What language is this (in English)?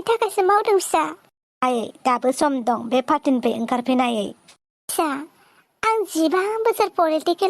Bodo